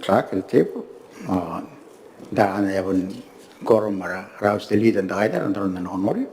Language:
Gilbertese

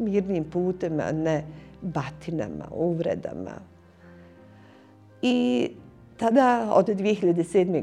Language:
Bosnian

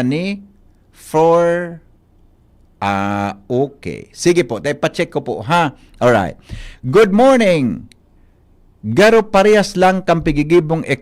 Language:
Bikol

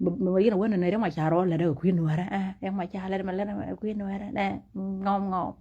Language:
Nuer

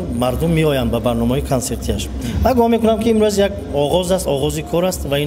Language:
Tajik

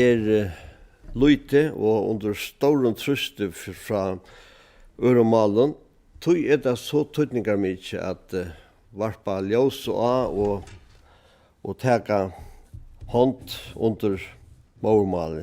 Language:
Faroese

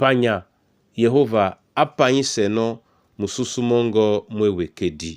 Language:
Duala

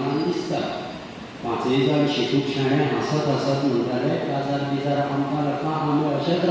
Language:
Konkani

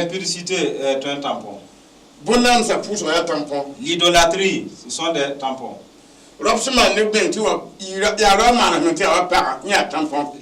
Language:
Mossi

